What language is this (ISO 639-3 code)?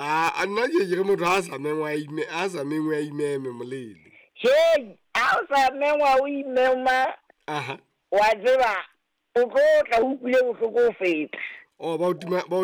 sot